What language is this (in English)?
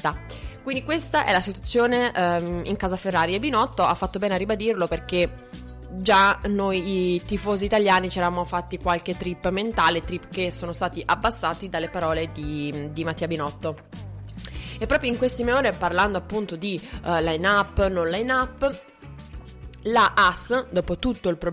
Italian